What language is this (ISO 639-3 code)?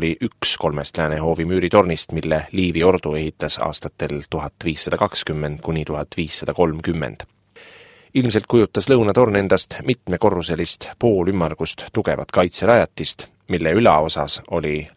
est